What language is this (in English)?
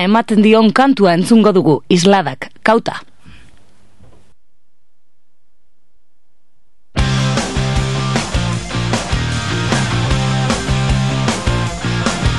Basque